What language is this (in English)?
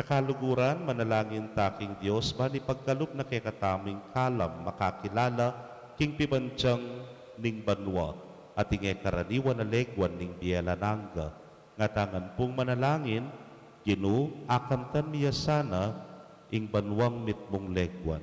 Pampanga